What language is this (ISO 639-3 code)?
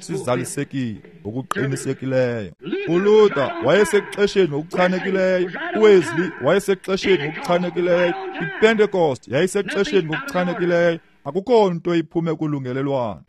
xho